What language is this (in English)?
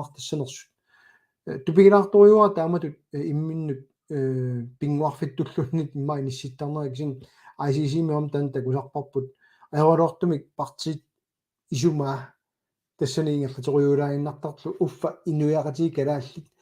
Kalaallisut